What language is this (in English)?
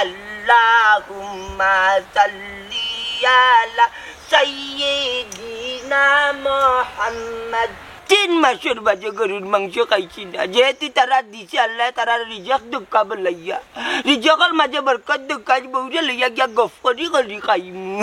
Sylheti